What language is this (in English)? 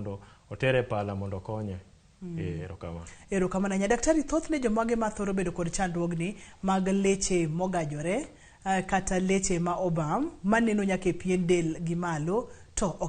Luo (Kenya and Tanzania)